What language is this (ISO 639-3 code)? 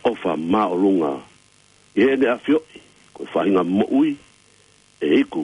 ton